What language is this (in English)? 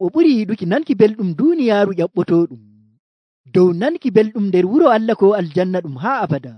Nigerian Fulfulde